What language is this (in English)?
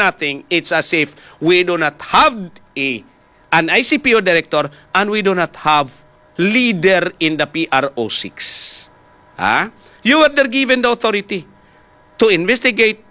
Hiligaynon